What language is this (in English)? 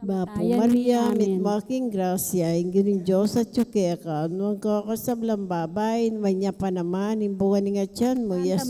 Pampanga